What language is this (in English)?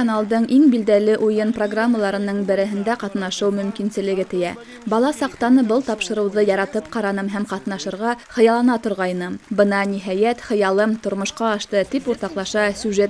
Bashkir